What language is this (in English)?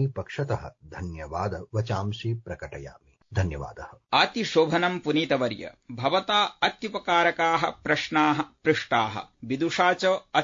Sanskrit